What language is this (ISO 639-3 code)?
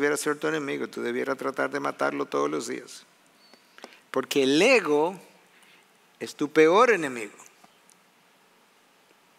spa